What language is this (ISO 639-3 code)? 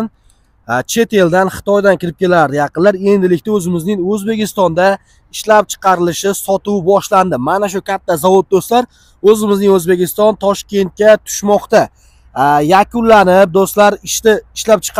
uzb